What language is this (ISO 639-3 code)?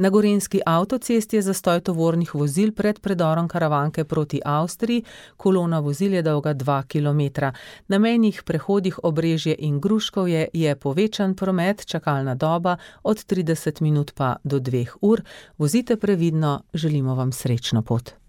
slv